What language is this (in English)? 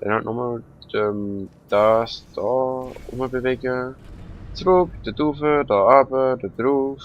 Swiss German